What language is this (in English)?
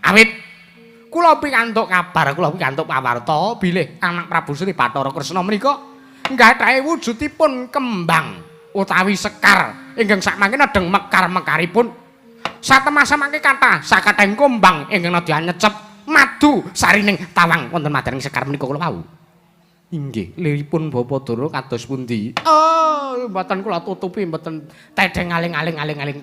Javanese